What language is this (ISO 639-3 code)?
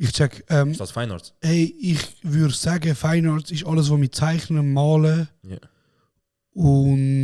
gsw